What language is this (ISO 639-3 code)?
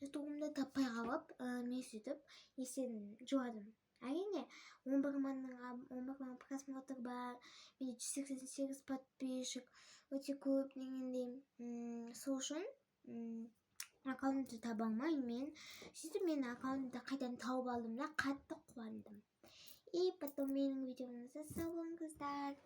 kaz